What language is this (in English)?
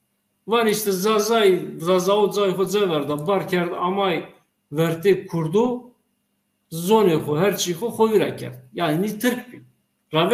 Zaza